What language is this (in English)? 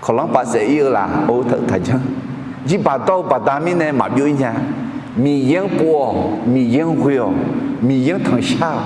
Akha